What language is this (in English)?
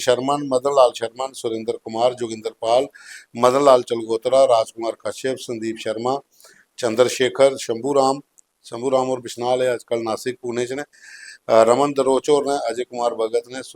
Dogri